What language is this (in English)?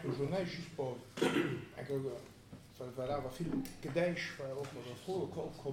Luxembourgish